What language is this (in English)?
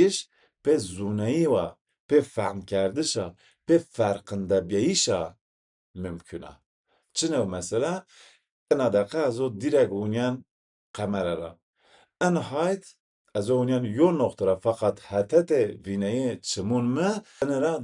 Zaza